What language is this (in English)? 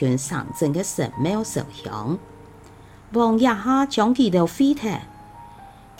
Hakka Chinese